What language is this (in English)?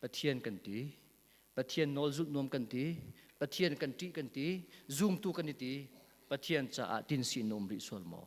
Hakha Chin